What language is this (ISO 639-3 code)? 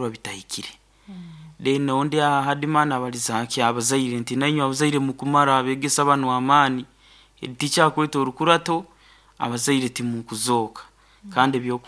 nyo